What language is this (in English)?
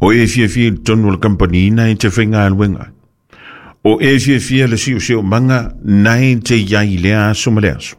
Samoan